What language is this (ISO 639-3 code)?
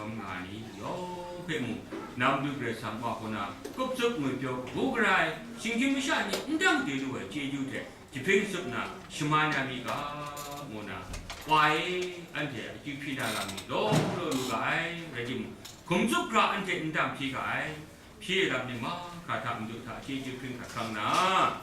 kac